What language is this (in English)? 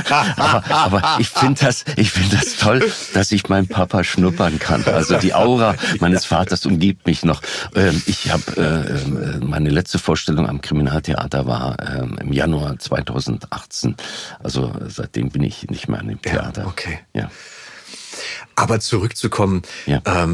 German